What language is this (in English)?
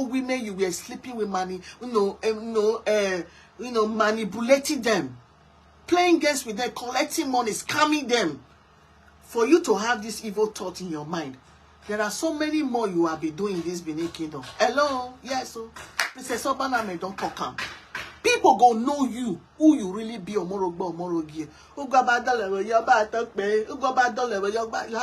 Nigerian Pidgin